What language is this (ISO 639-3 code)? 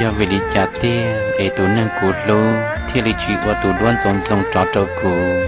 hmn